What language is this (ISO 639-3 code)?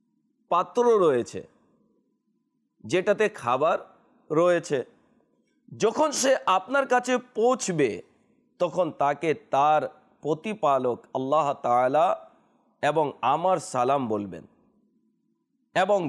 ben